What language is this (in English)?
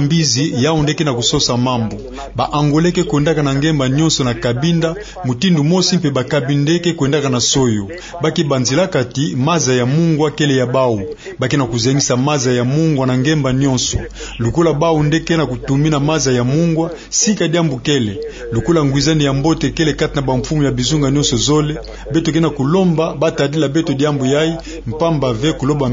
Kituba (Democratic Republic of Congo)